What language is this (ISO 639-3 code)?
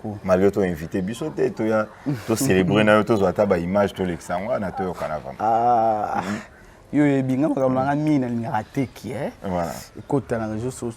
lin